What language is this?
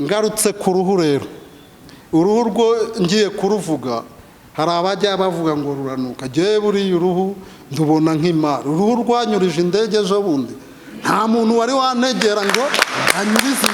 Kinyarwanda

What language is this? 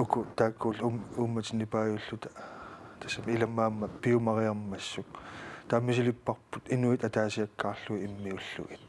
Kalaallisut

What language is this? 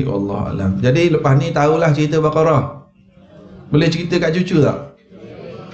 Malay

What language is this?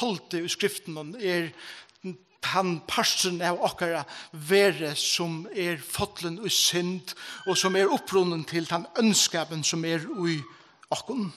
Faroese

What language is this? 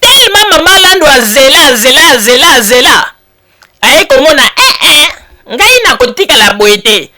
Lingala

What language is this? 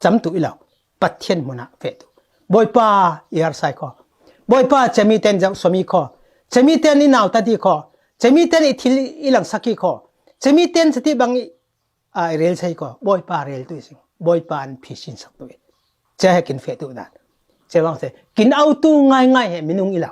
Falam Chin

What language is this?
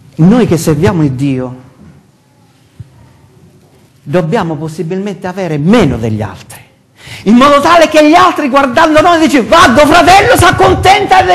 Italian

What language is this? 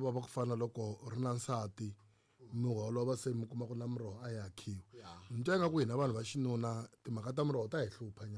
Tsonga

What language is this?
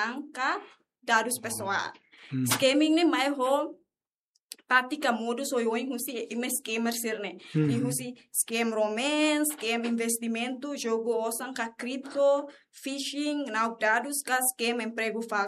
Tetum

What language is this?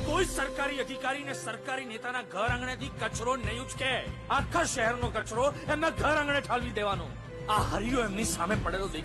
Gujarati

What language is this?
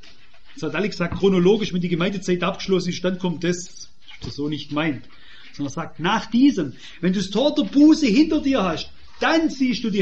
German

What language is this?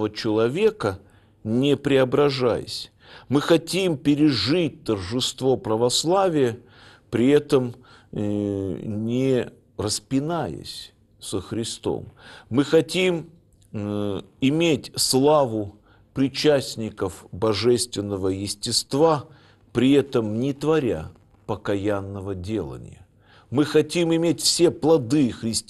Russian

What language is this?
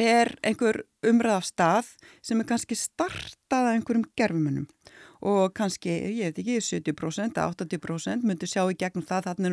Icelandic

